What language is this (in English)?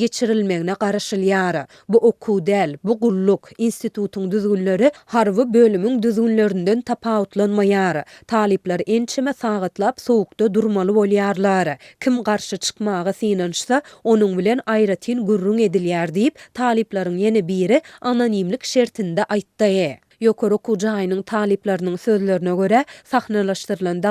Turkmen